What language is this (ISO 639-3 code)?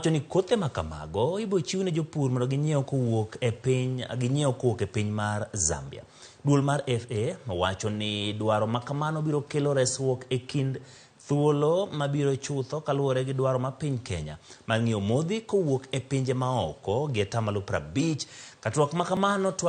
luo